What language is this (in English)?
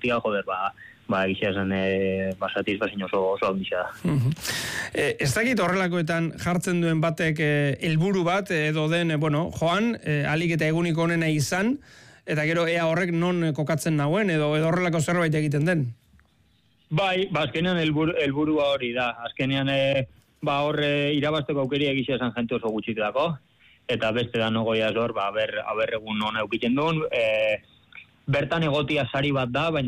Basque